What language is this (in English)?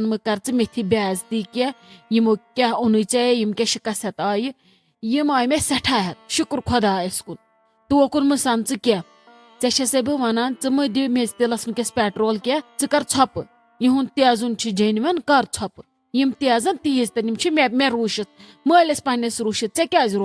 Kashmiri